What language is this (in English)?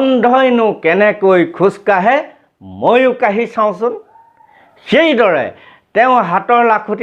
Assamese